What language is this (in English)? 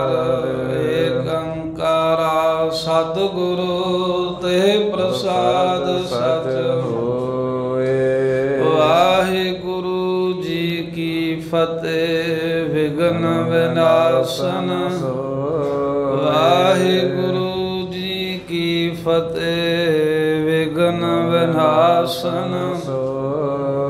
Punjabi